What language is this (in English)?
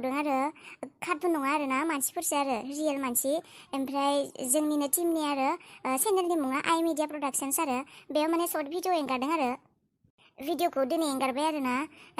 Bodo